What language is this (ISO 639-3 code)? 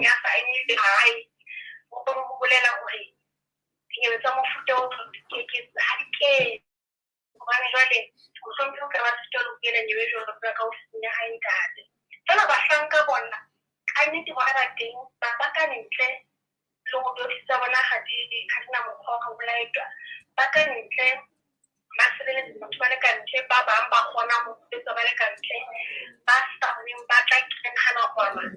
sot